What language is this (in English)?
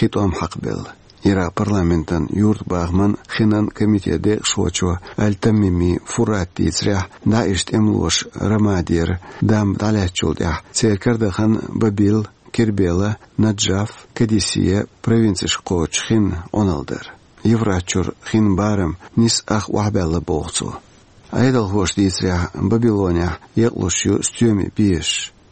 Chechen